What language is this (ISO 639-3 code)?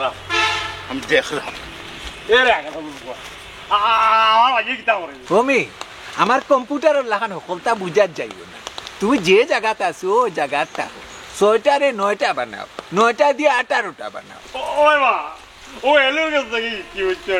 syl